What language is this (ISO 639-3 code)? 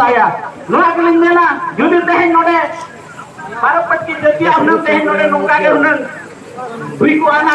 sat